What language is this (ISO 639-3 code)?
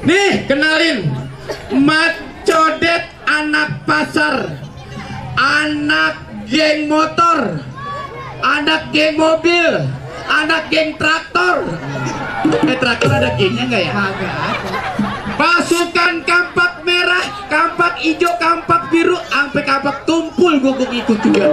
bew